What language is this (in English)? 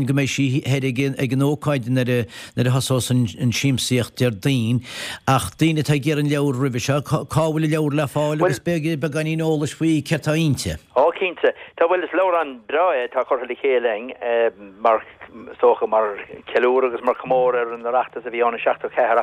Irish